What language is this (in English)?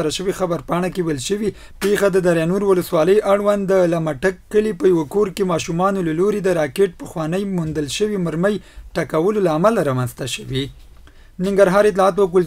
Pashto